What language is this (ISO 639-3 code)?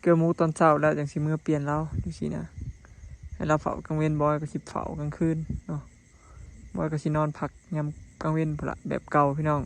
lao